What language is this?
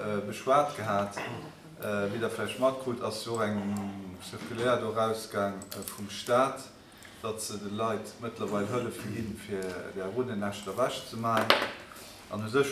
Luxembourgish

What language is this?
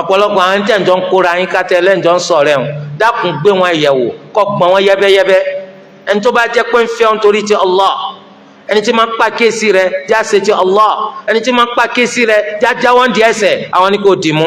Yoruba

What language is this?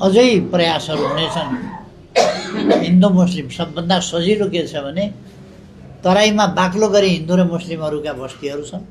Nepali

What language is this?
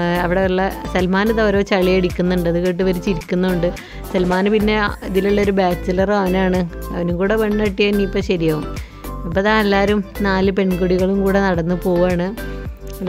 Malayalam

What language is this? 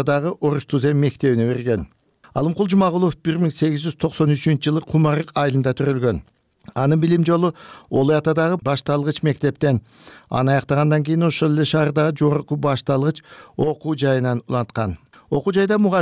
Kyrgyz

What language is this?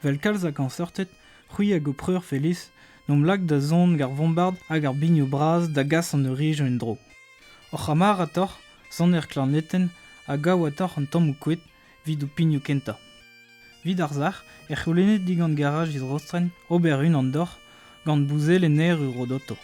Breton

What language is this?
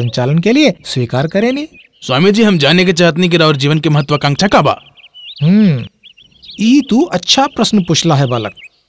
Bhojpuri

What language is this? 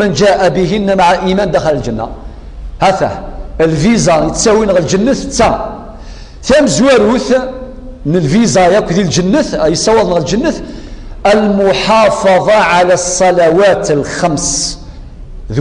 Kabyle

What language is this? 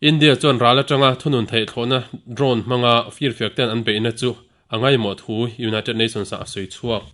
Mizo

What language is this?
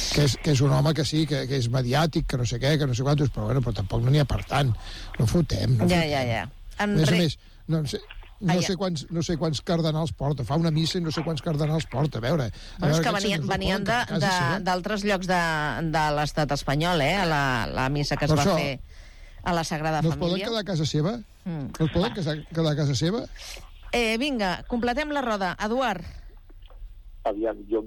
Catalan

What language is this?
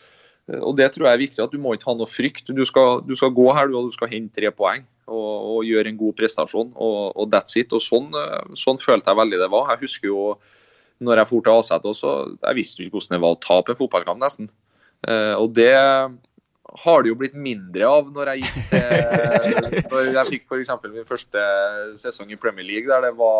Norwegian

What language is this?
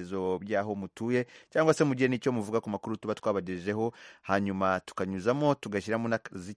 Kinyarwanda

